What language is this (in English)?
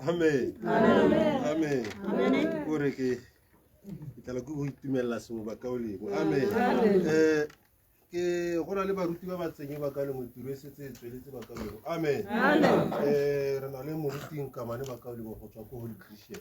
Tswana